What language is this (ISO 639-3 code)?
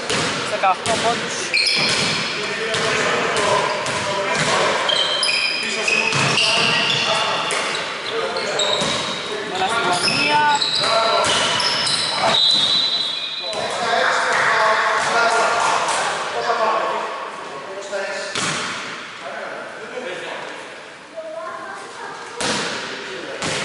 ell